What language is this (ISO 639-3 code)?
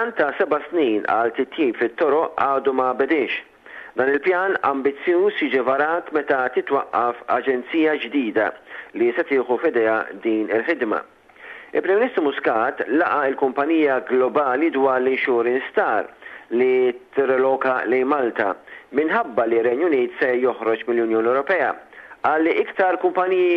mlt